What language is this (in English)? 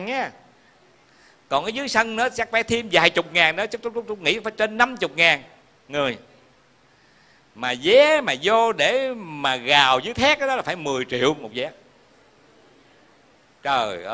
Vietnamese